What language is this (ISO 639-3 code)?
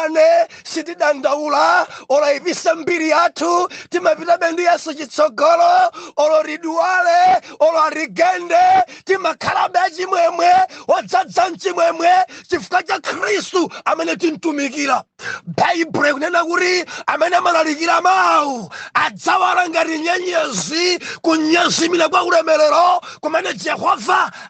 nya